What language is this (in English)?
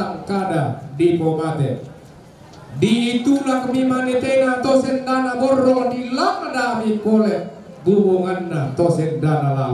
Toraja-Sa'dan